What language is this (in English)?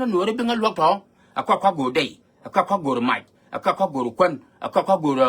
Nuer